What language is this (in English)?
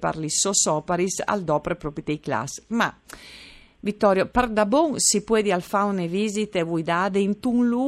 Friulian